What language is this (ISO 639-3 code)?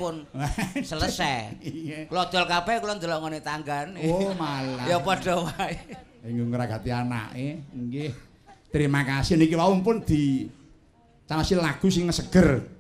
jav